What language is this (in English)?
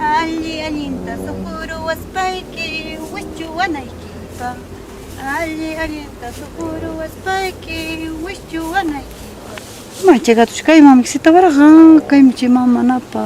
Ayacucho Quechua